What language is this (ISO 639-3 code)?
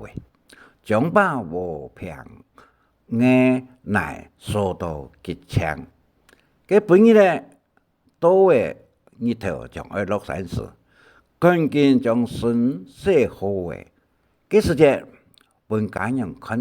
hak